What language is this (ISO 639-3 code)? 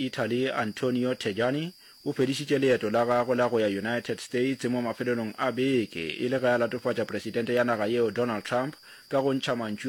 nso